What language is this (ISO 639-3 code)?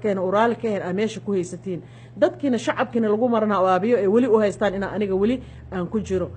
som